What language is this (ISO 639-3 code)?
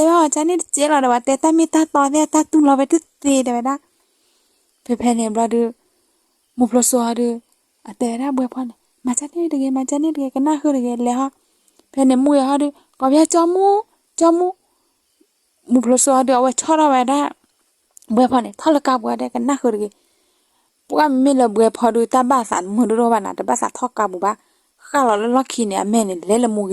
ksw